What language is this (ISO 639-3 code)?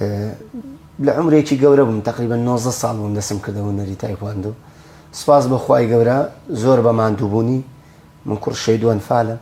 ckb